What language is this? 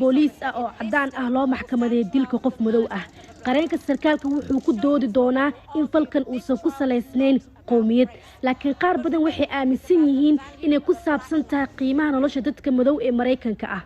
Somali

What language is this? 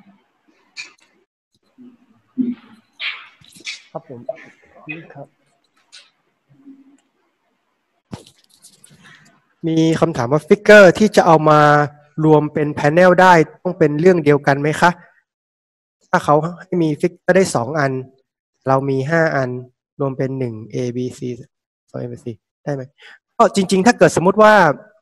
Thai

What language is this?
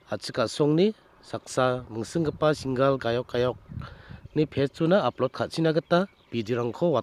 Garo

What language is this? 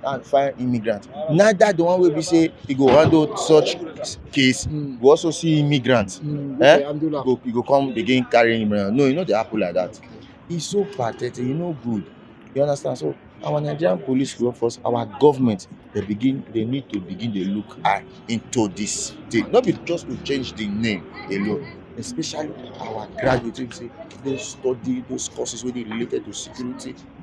Nigerian Pidgin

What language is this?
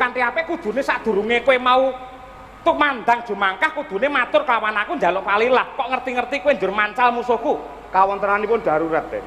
Javanese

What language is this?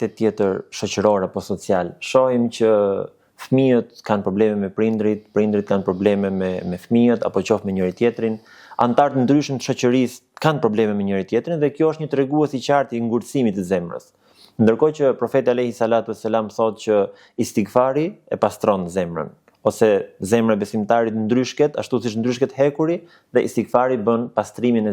Albanian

